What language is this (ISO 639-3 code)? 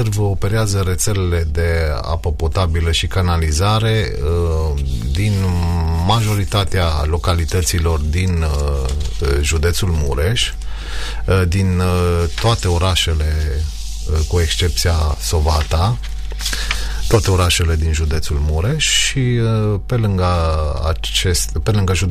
ron